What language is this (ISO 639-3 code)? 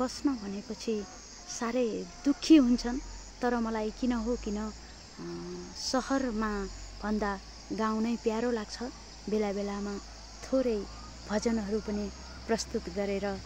nep